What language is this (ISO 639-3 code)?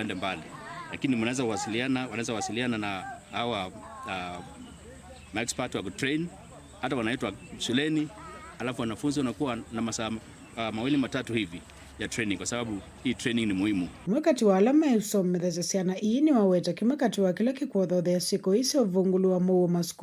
kam